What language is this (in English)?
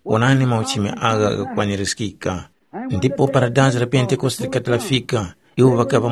Tumbuka